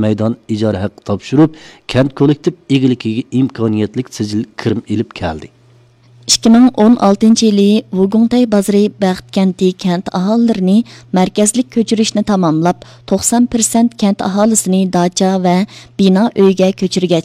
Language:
Uyghur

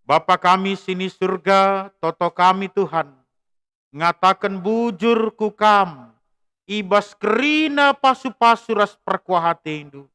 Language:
Batak Karo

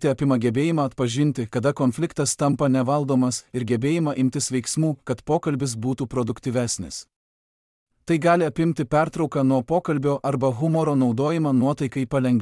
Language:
Lithuanian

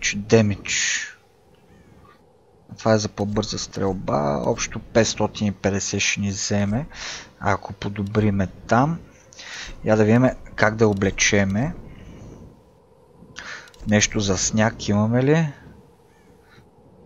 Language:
Bulgarian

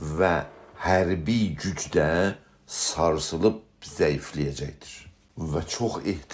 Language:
South Azerbaijani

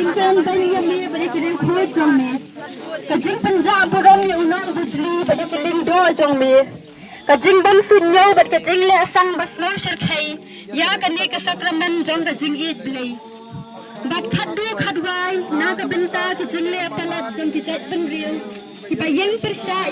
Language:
Khasi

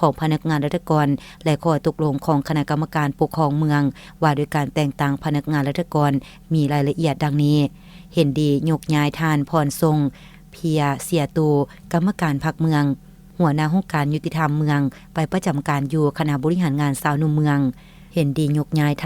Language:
Lao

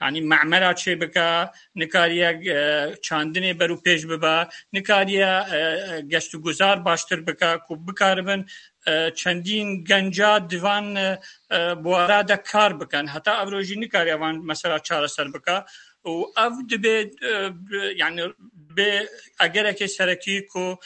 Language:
Kurdish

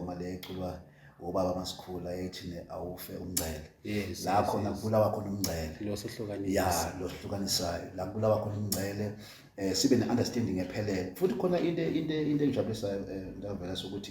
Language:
Zulu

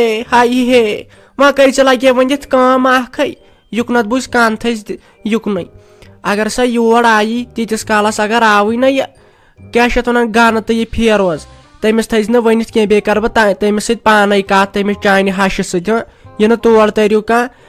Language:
Kashmiri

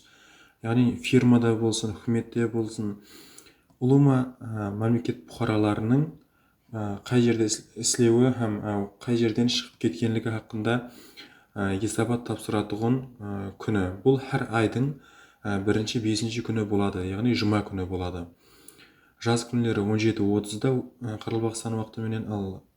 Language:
Kara-Kalpak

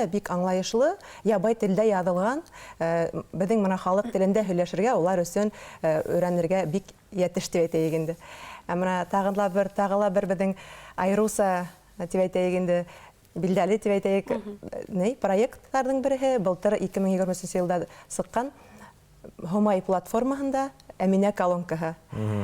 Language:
Bashkir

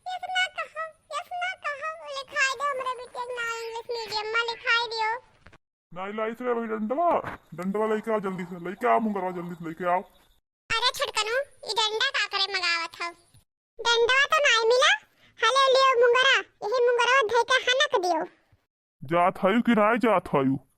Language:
Awadhi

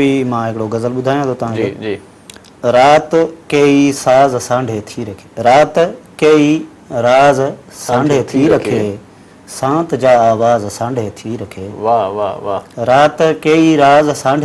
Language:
Sindhi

